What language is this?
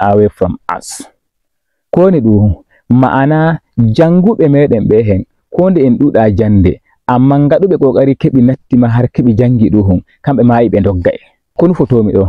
Fula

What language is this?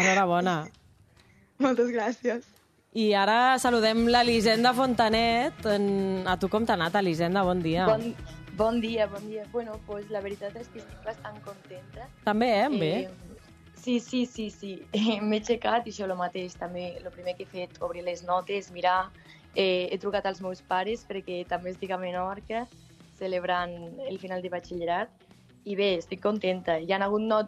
Catalan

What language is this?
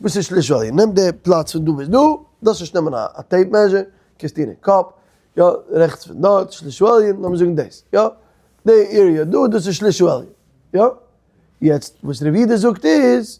Yiddish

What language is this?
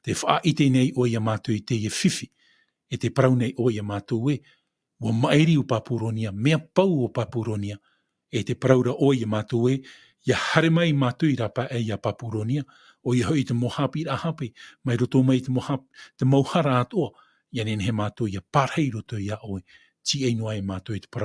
Tahitian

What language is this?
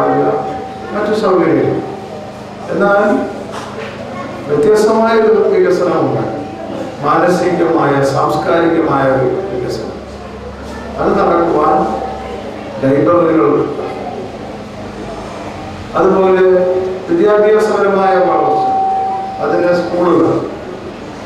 Malayalam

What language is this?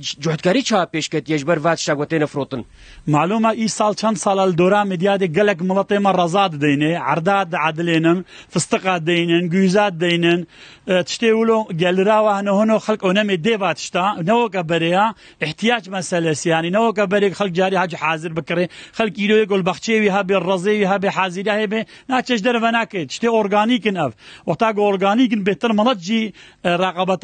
Kurdish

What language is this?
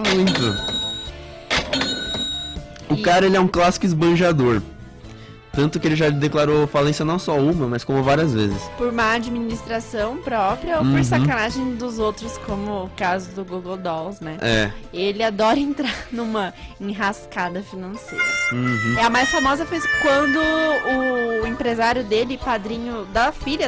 Portuguese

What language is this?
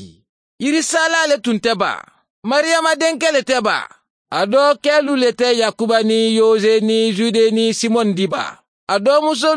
Mandingo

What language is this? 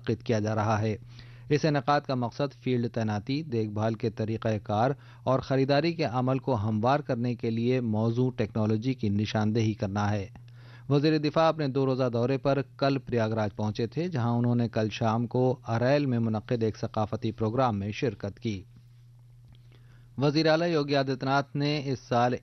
Urdu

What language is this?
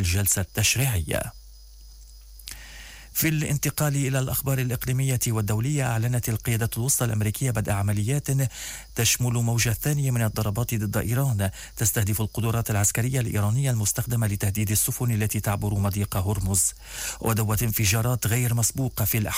Arabic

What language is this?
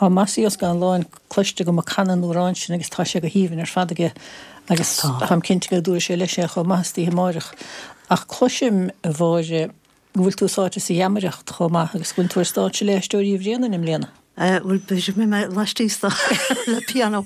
Irish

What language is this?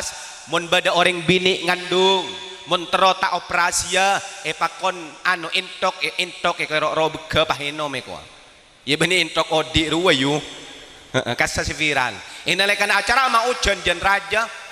Madurese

